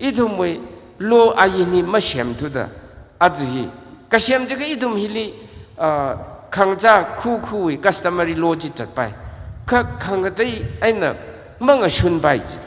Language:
Tangkhul Naga (India)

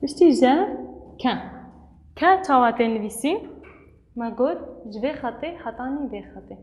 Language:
Kurdish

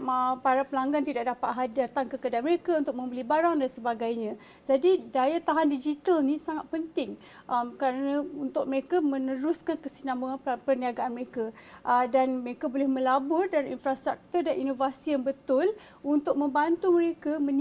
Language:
Malay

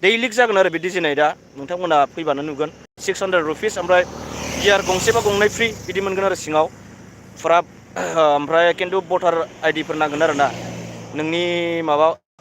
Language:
Bodo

